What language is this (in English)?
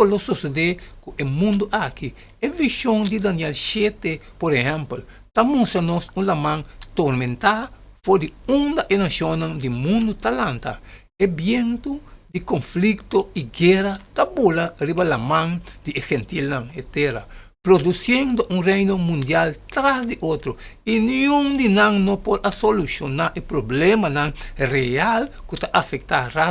Papiamento